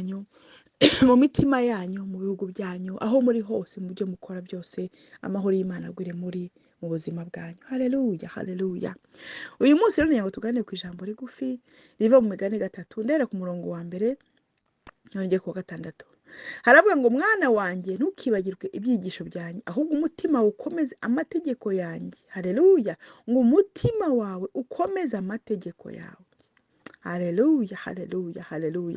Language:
Kinyarwanda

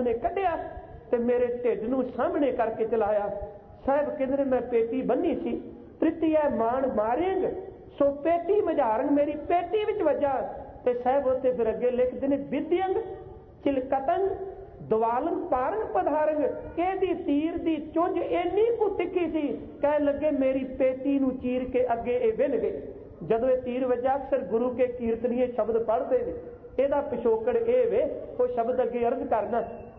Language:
Punjabi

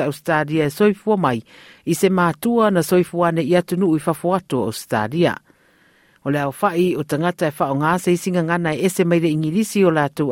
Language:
Samoan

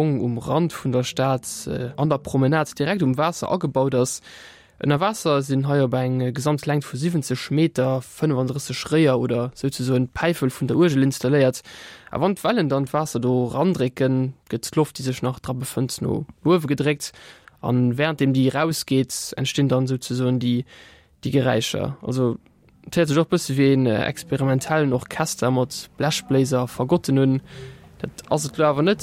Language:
Luxembourgish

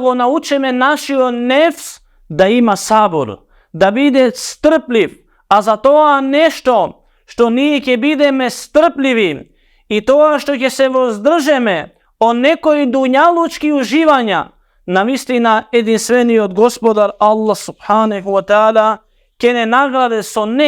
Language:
Macedonian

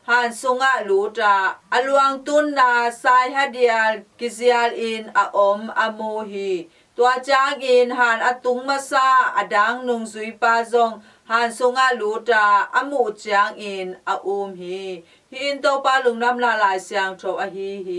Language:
Tedim Chin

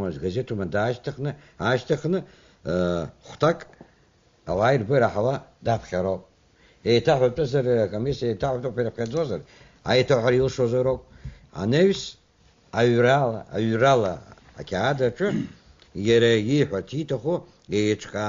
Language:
Abkhazian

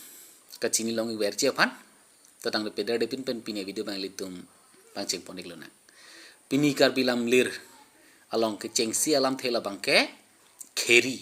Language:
Karbi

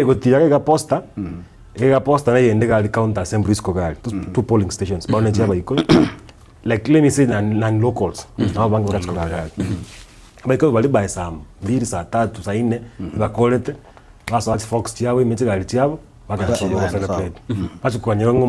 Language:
Gusii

